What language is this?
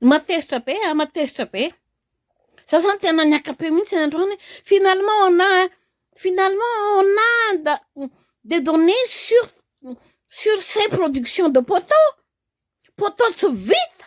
Malagasy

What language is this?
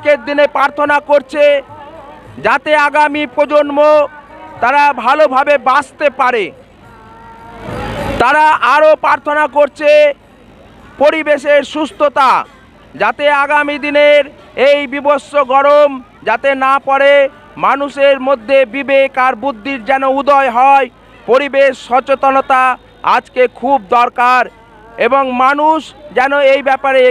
Bangla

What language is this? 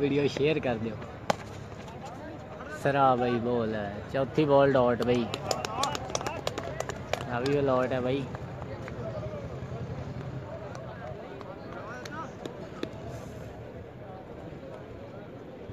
Punjabi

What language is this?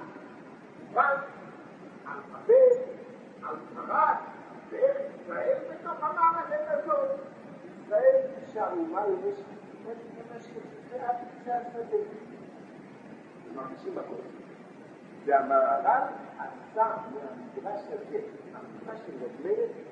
Hebrew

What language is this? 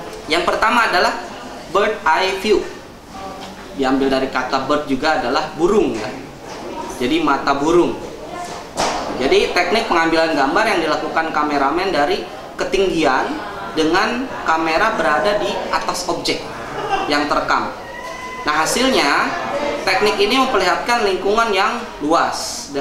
Indonesian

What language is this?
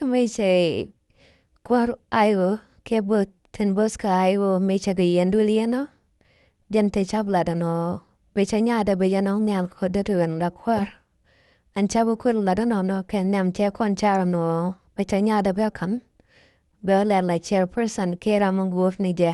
Nuer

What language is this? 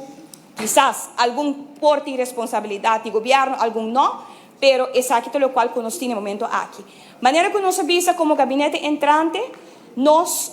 Papiamento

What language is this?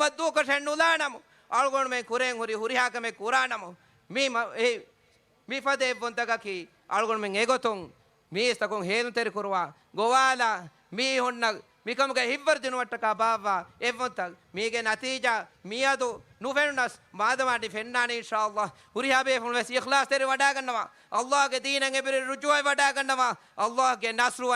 Divehi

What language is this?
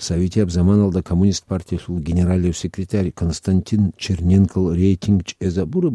Avaric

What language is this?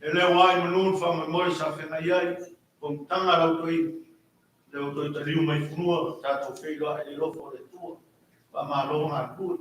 Samoan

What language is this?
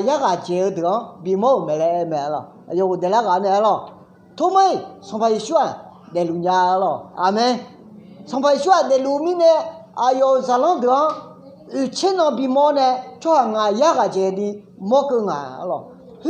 Akha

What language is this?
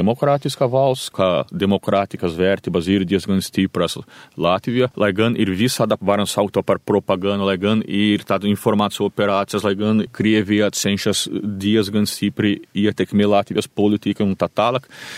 Latvian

